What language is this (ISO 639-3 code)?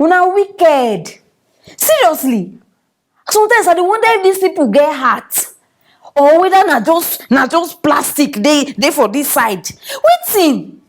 pcm